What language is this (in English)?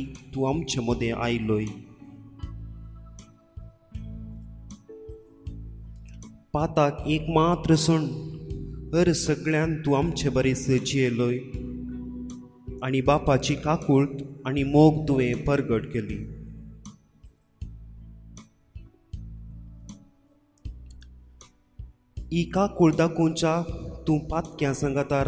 Konkani